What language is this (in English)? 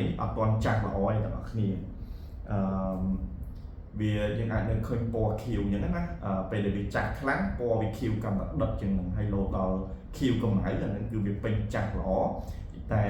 Khmer